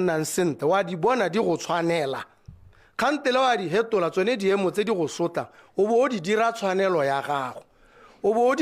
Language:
Tswana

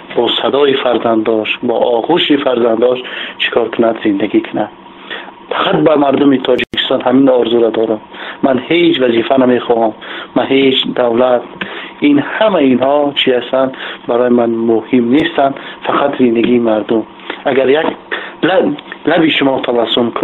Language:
Tajik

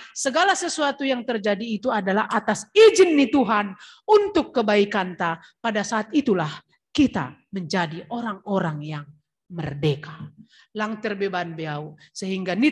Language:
Batak Simalungun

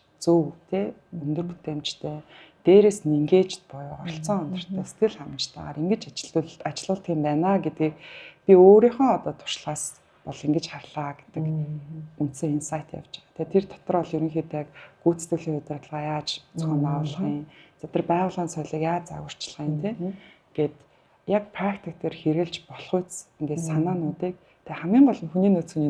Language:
Mongolian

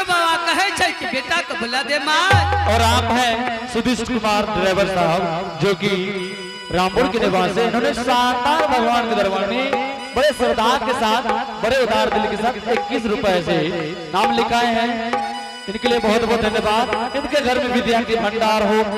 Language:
Angika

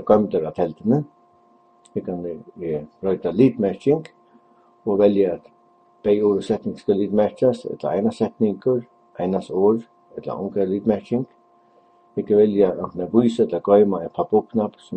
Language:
Faroese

